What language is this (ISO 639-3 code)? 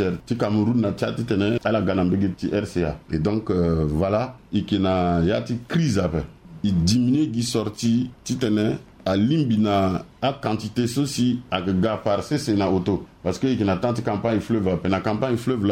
sag